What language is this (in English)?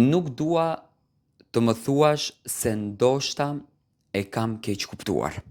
Albanian